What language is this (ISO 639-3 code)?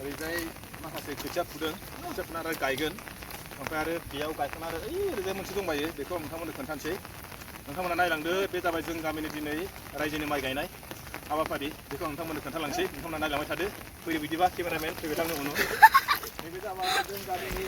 brx